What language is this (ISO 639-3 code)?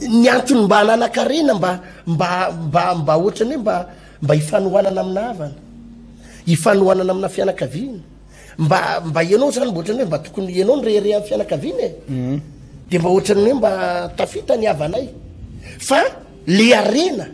mlg